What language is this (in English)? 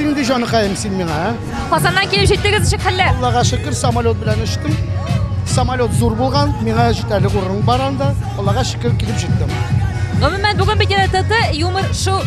Tatar